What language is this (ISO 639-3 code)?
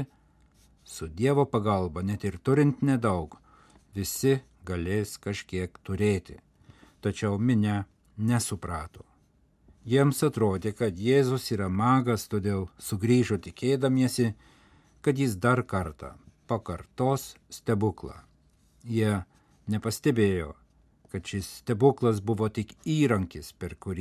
lit